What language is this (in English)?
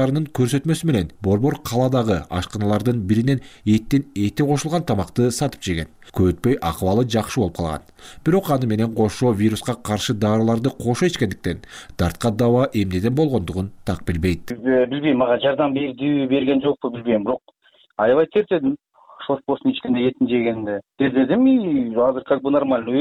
Kyrgyz